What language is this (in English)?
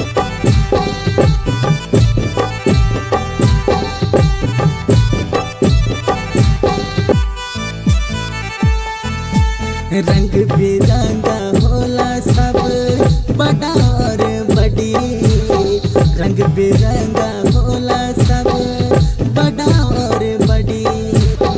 Bhojpuri